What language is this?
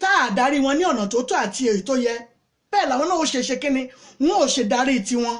Yoruba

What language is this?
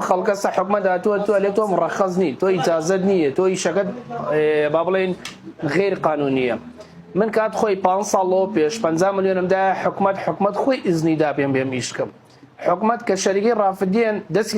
Central Kurdish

